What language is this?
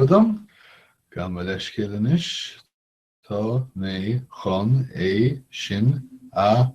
Irish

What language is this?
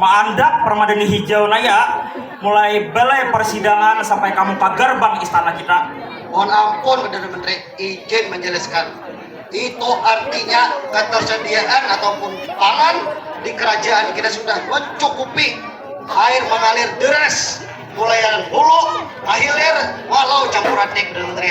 Banjar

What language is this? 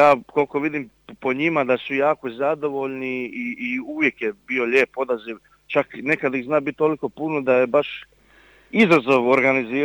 Croatian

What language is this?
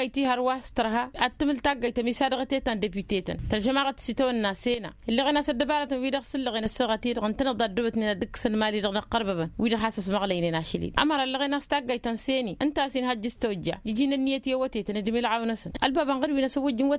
Tamasheq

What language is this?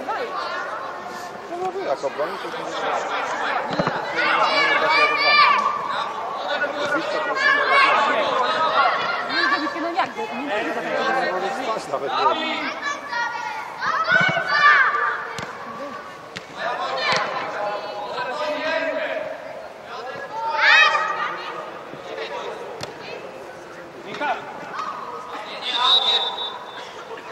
Polish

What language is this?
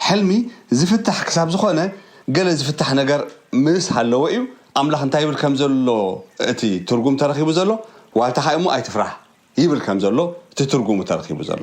Tigrinya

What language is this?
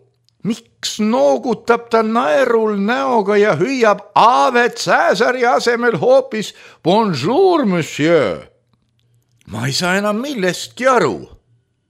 Estonian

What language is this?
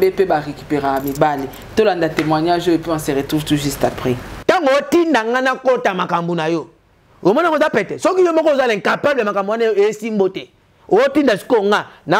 Lingala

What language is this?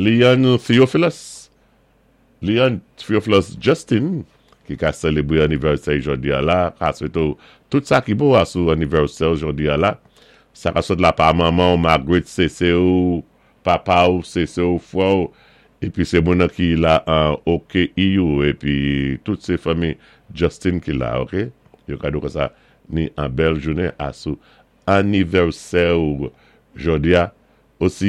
Saint Lucian Creole French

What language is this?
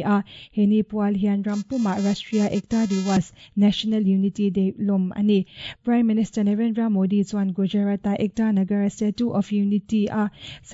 Mizo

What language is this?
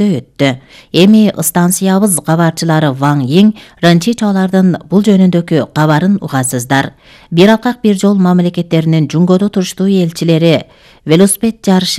Kyrgyz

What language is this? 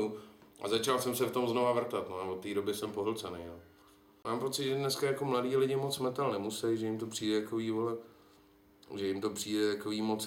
Czech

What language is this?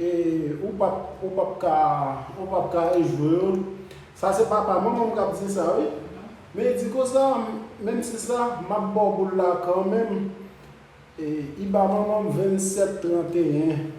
Haitian Creole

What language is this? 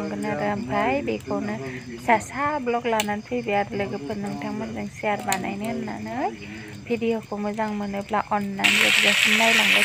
Bodo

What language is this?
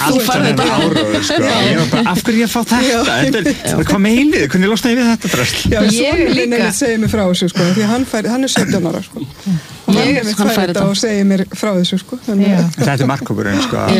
Icelandic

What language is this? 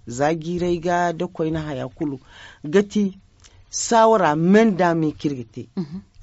Zarma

